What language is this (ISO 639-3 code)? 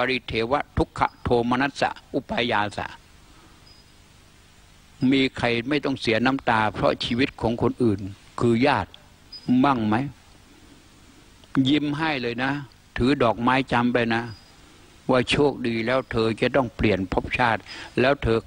tha